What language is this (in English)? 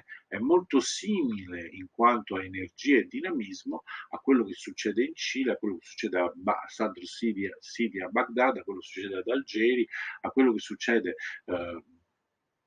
Italian